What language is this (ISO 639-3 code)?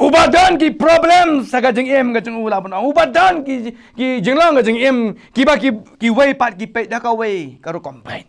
kha